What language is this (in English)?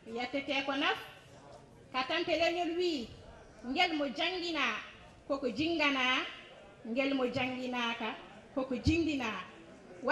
Fula